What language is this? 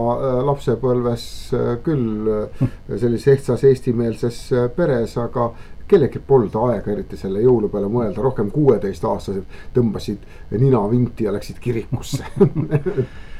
Estonian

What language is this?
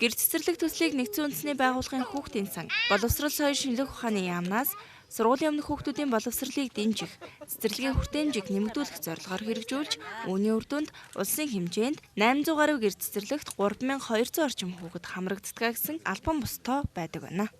Mongolian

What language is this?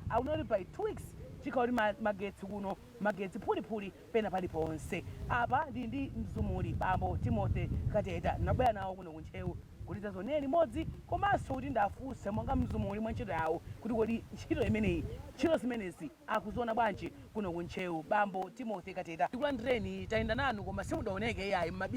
Nyanja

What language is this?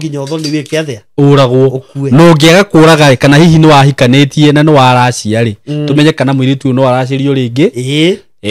Kikuyu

